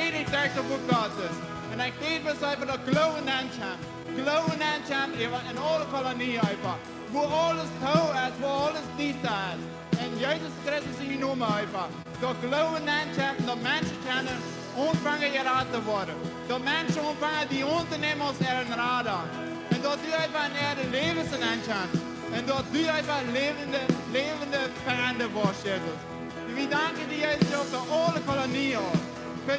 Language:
Plautdietsch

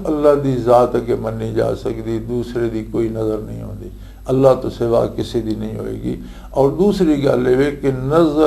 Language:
Western Panjabi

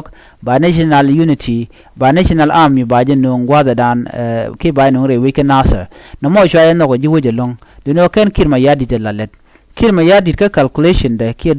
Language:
Nuer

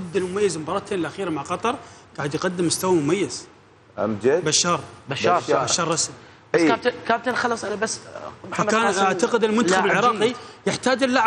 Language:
Mesopotamian Arabic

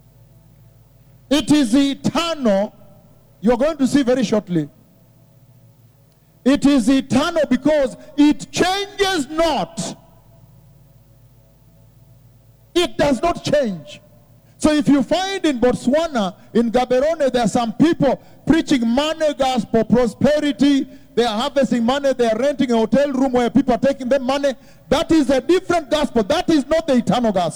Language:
English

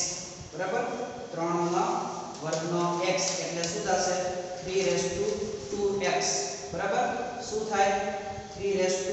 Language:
Gujarati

